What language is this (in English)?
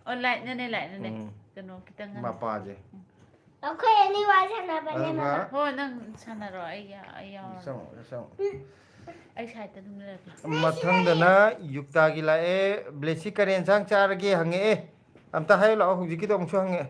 Manipuri